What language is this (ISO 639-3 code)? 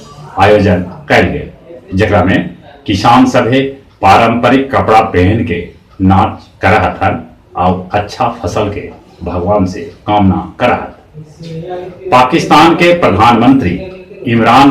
mag